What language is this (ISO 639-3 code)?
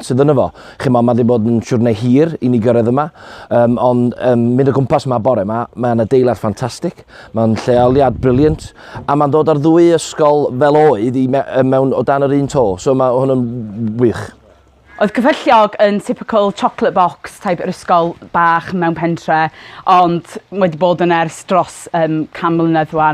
cym